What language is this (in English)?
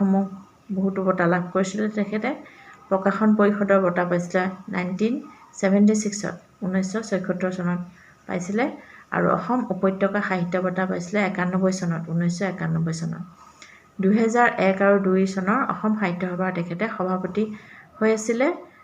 Assamese